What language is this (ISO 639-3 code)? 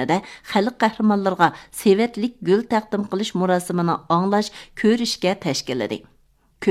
uig